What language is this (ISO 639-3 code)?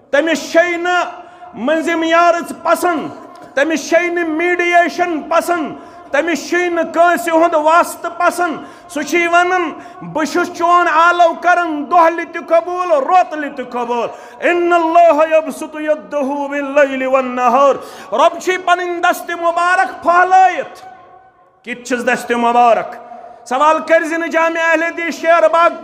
kas